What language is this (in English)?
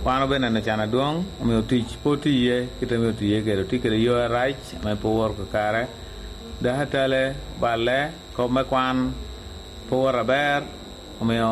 Lango (Uganda)